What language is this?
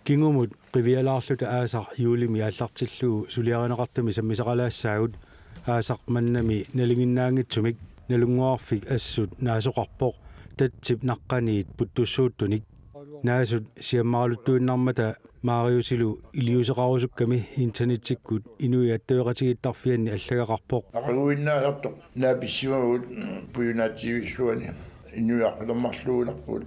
Kalaallisut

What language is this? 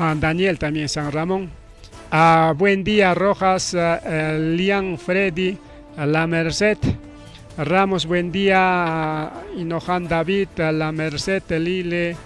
Ayacucho Quechua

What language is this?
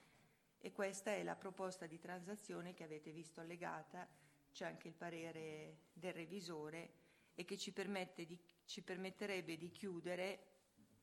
Italian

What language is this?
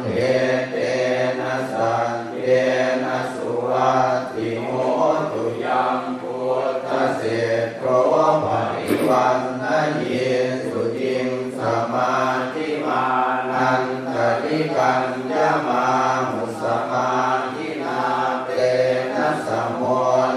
Pali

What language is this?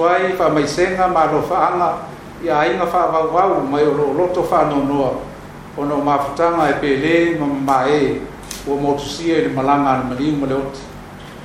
Samoan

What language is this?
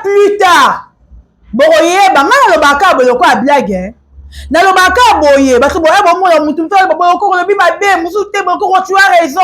Lingala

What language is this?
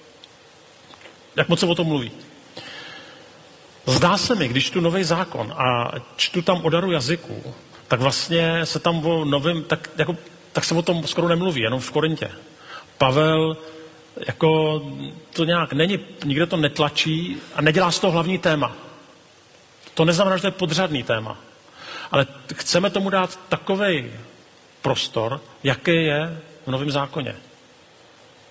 Czech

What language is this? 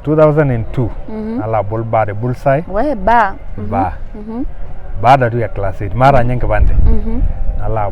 Masai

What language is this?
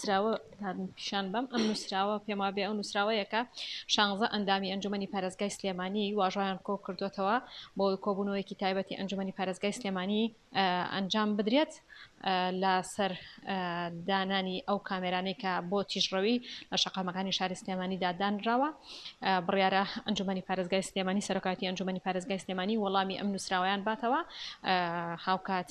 Central Kurdish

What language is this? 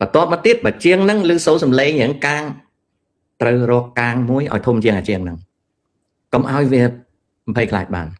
Khmer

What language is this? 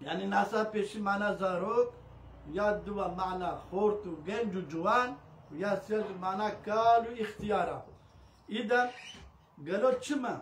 Kurdish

